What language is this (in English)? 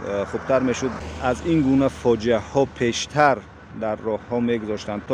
Tajik